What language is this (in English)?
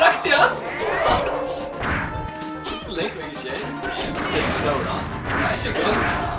Faroese